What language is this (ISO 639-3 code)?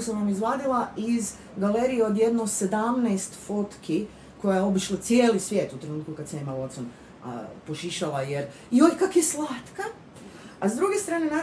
hrv